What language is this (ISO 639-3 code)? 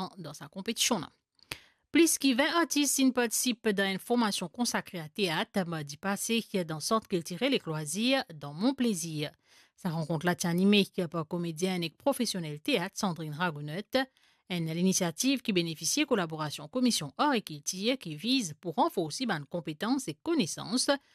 mfe